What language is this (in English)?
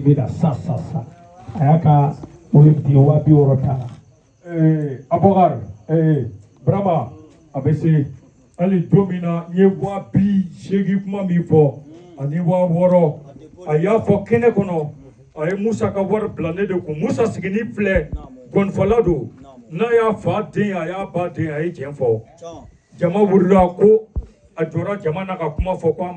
Bambara